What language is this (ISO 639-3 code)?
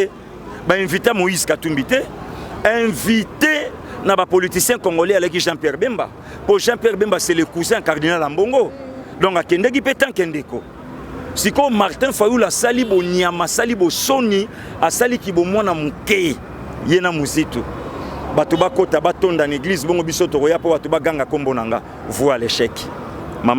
lin